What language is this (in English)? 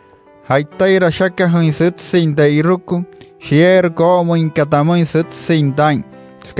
Wayuu